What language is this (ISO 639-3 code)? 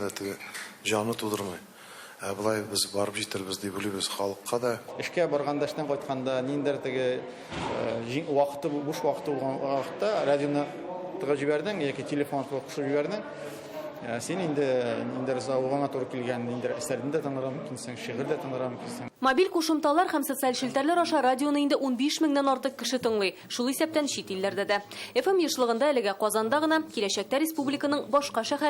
tat